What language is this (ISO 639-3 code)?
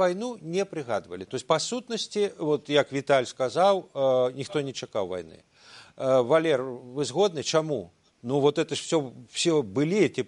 bel